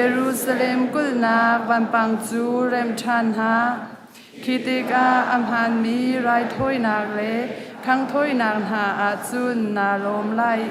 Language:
Hakha Chin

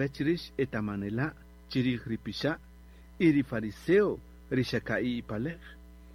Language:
Kaqchikel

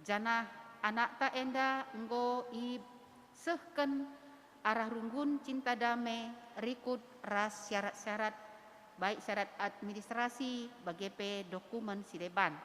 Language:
Batak Karo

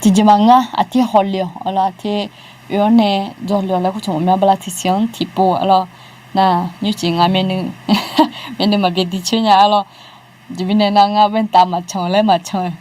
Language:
Akha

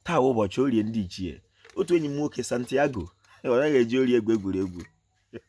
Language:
Igbo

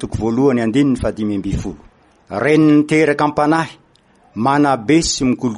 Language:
Malagasy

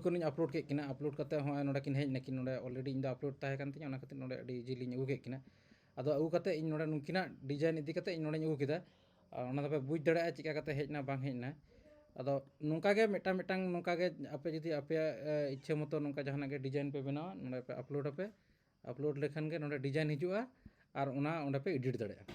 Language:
Santali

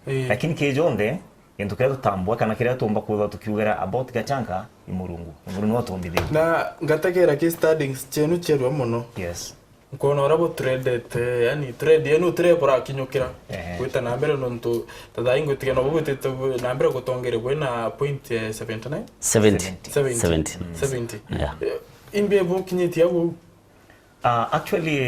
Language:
Meru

